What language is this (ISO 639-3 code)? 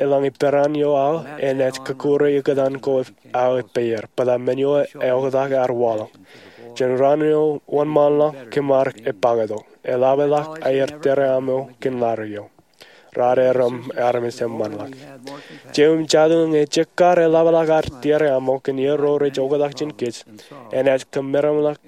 mah